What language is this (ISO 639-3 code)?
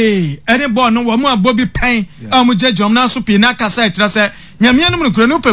aka